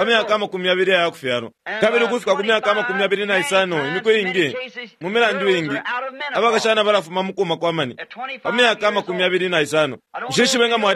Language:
Bemba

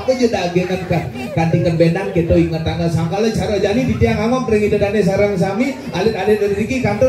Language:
Balinese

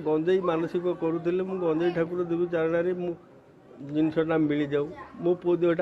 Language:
Odia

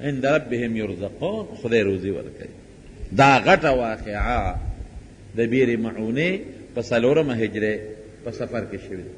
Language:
Pashto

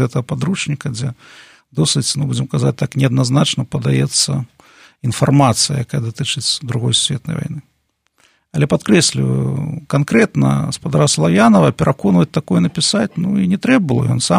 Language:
Belarusian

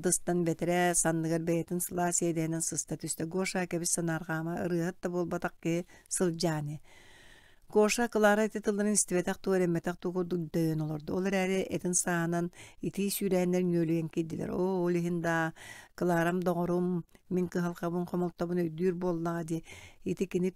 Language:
Yakut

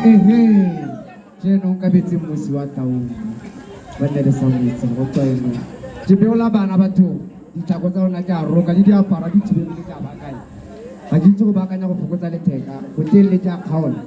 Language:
Tswana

